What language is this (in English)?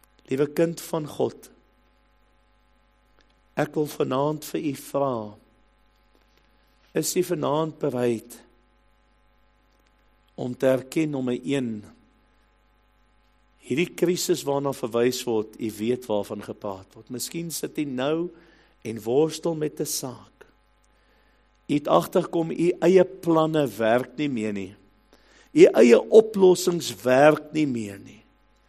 Afrikaans